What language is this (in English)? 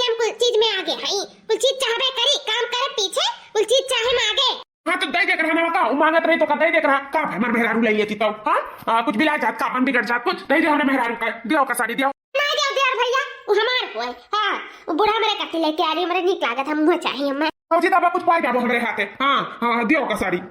Awadhi